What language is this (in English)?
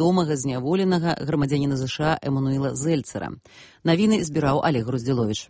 Belarusian